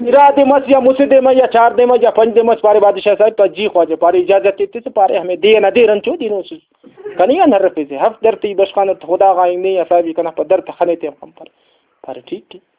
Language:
Brahui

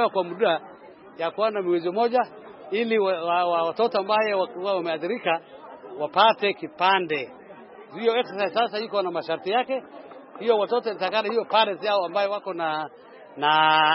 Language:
Swahili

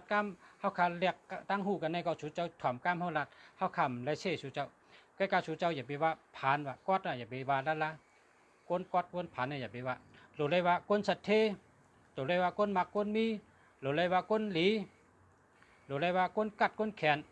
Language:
Shan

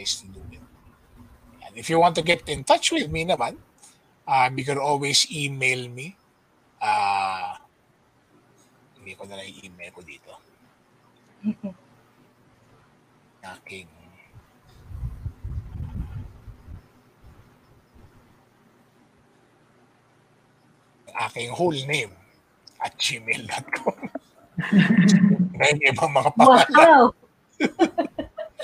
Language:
Filipino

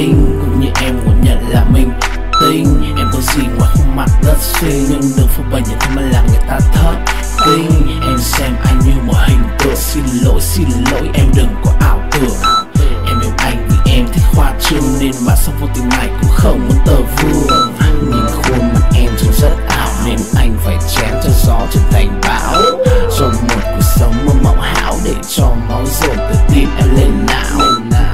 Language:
Vietnamese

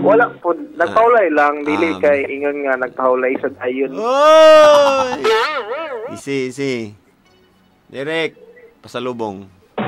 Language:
Cebuano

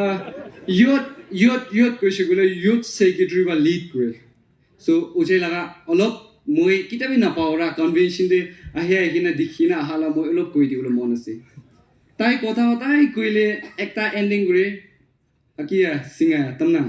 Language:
Naga Pidgin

